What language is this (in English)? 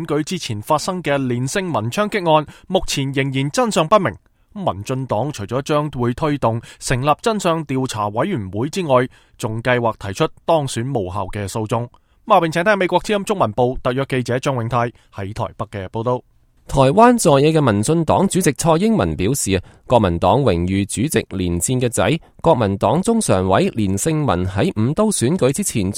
Cantonese